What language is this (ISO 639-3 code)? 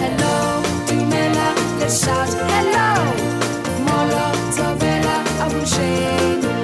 sot